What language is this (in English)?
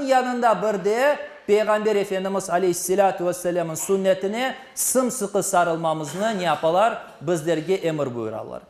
Crimean Tatar